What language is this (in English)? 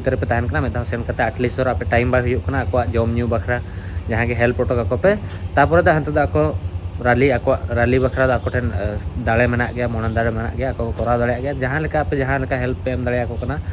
Santali